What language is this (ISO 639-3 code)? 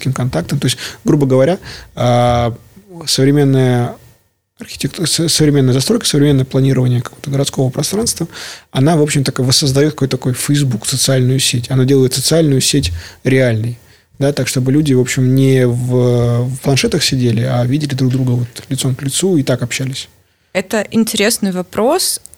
rus